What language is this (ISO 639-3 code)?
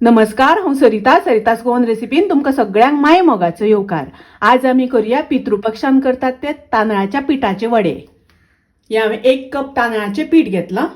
kok